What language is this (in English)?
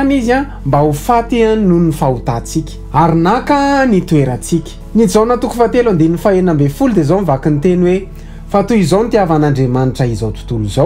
Malagasy